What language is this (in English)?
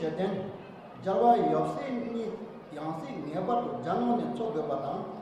Tibetan